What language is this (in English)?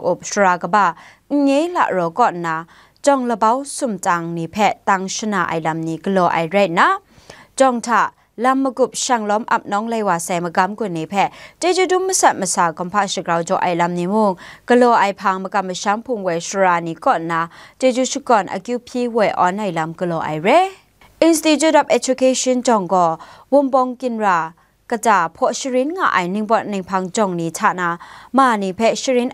Kachin